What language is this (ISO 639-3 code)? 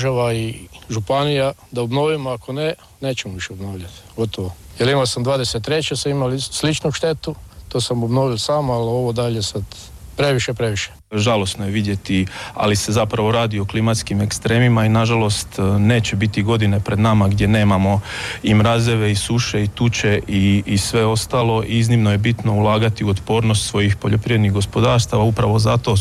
hrv